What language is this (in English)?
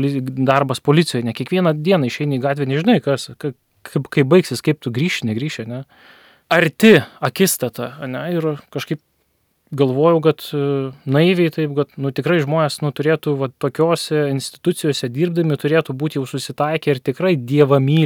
Lithuanian